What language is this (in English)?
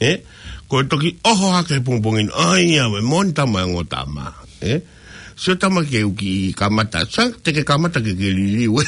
Tongan